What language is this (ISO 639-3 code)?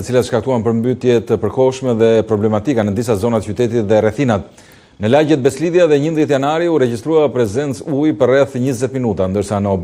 sqi